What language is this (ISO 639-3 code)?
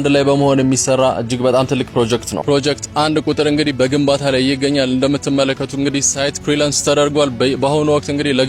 amh